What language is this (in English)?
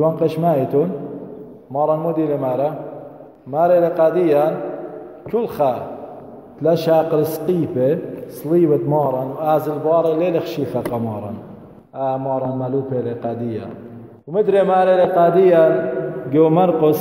Assyrian Neo-Aramaic